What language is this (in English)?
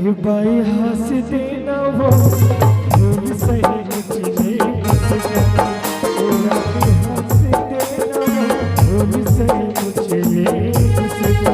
Chhattisgarhi